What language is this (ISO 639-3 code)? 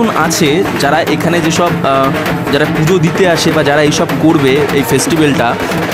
ben